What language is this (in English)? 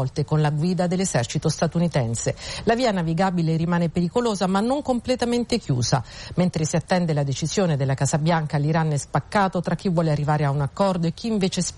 Italian